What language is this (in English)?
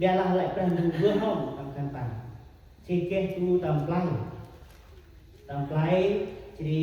Central Mnong